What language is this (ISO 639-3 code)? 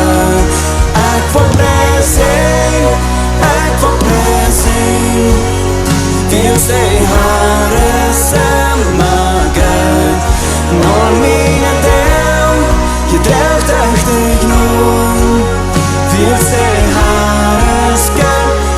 pdt